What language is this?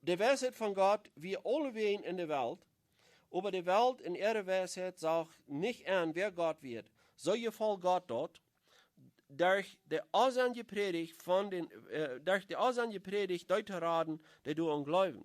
Plautdietsch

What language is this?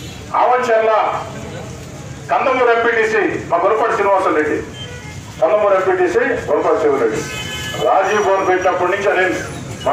Telugu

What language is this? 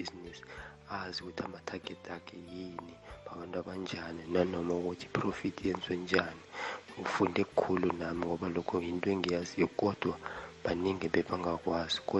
South Ndebele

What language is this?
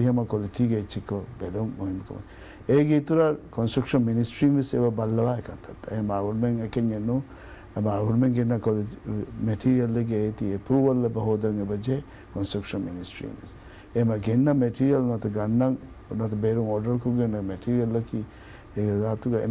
Divehi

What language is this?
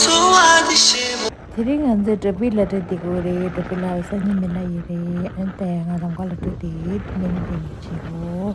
Tibetan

